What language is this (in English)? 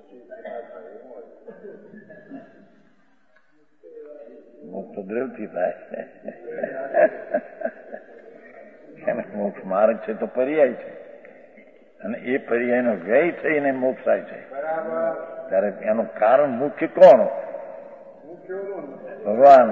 Gujarati